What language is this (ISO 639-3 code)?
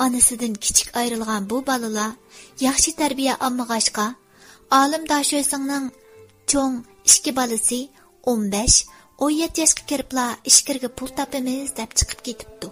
uig